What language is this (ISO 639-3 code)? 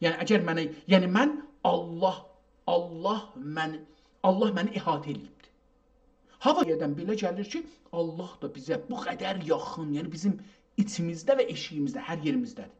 azb